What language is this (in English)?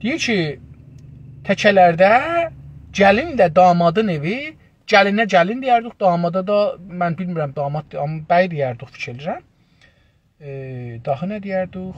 South Azerbaijani